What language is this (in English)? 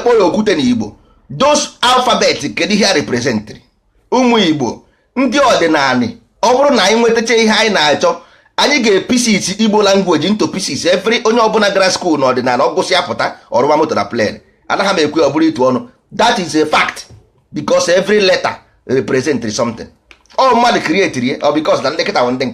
Igbo